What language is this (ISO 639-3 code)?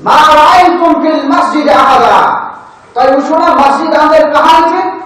kas